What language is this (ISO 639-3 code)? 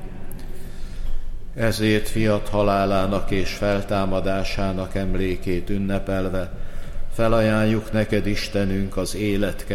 hun